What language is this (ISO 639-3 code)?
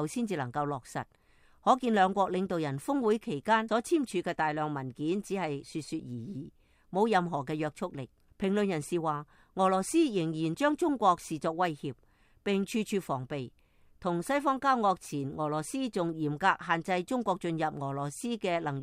yue